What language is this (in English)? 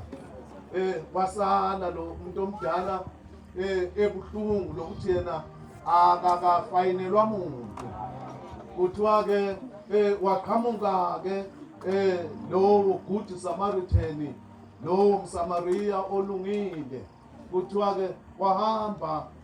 Zulu